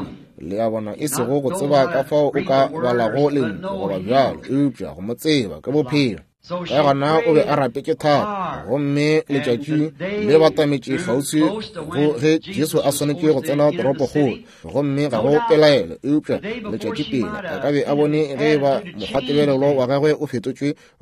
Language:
Northern Sotho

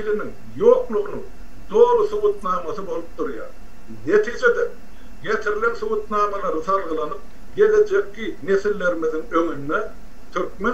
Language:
Turkmen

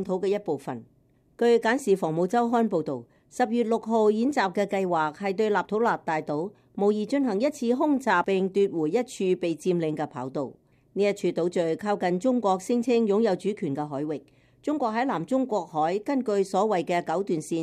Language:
Cantonese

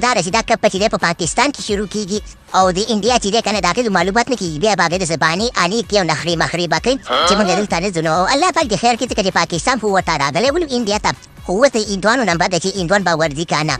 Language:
Pashto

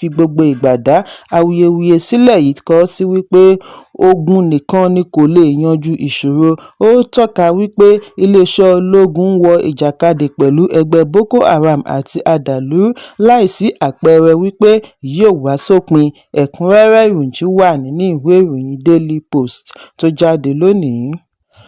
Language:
Yoruba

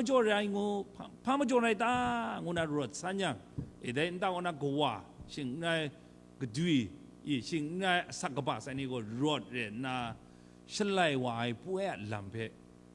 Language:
Kachin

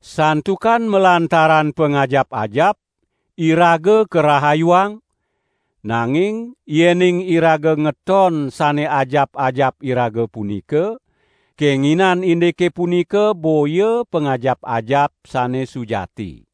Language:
Balinese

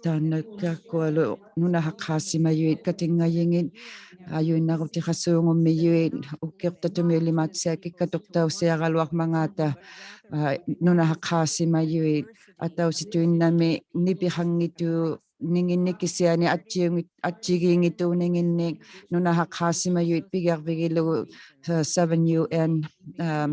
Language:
Inuktitut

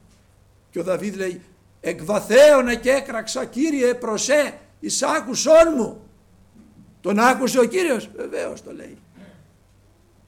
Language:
Greek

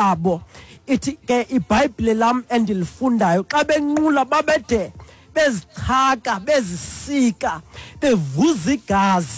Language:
Xhosa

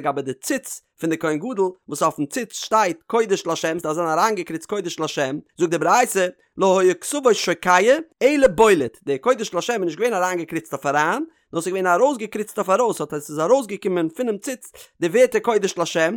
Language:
Yiddish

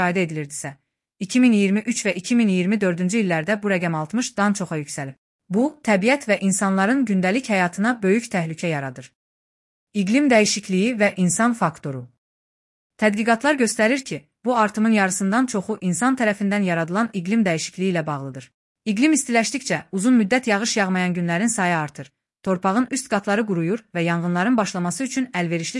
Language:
Azerbaijani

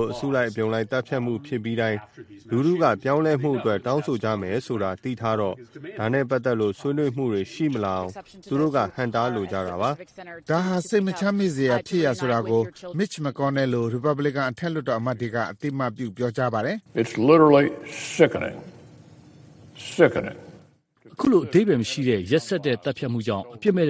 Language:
Burmese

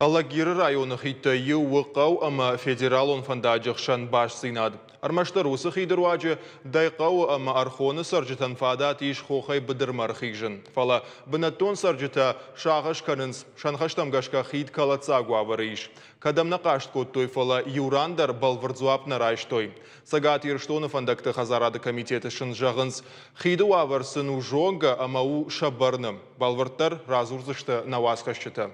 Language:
Ossetic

